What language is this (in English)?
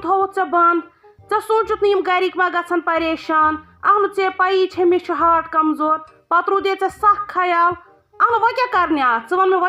Kashmiri